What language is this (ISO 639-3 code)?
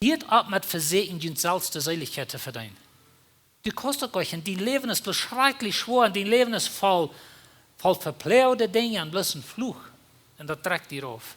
pdt